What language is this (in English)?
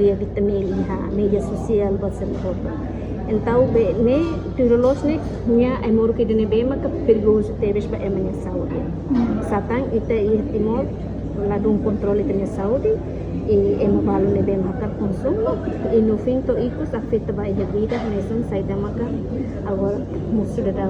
Tetum